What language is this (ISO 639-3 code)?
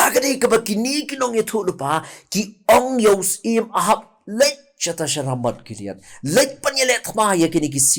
kha